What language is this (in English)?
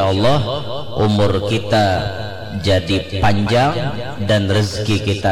Banjar